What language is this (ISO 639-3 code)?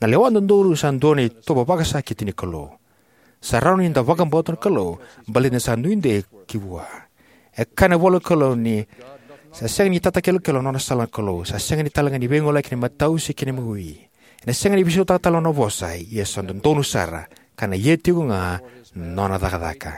fij